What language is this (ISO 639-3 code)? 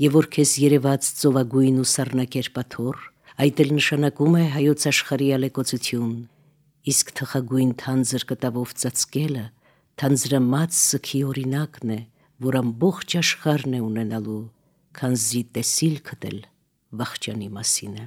hye